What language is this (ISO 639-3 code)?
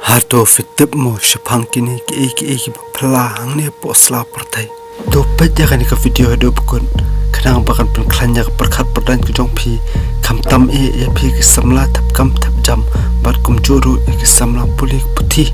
kha